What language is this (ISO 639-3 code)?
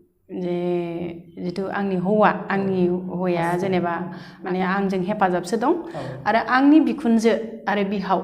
brx